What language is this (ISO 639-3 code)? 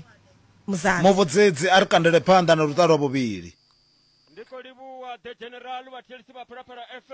ven